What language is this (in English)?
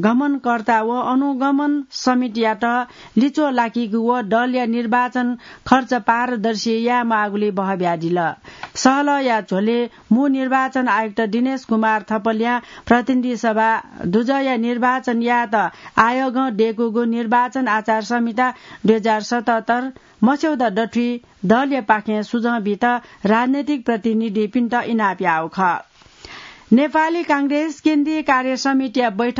Newari